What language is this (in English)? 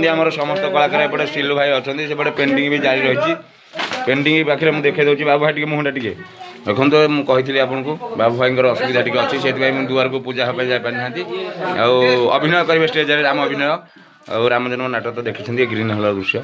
Odia